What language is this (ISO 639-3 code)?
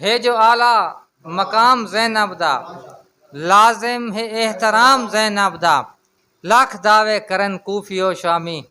skr